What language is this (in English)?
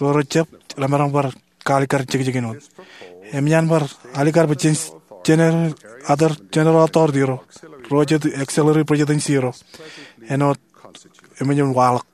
Marshallese